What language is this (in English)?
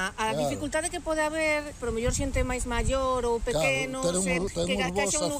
Galician